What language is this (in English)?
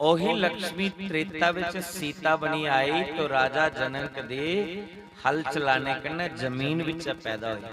Dogri